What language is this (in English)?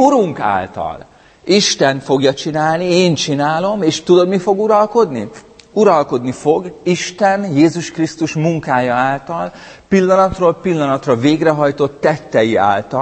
Hungarian